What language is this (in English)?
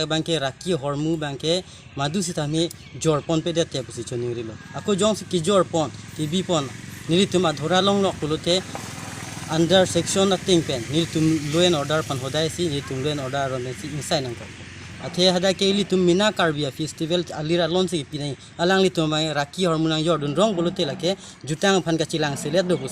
Karbi